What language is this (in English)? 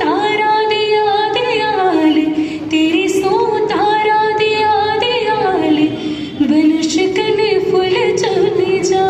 Dogri